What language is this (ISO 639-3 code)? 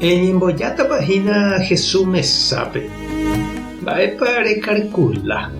grn